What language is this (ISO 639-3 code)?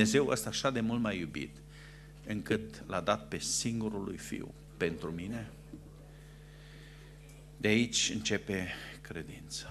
ron